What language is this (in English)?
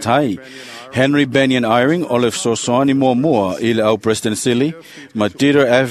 Samoan